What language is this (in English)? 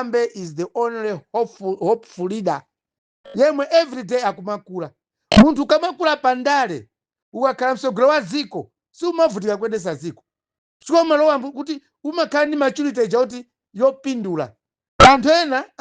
Nyanja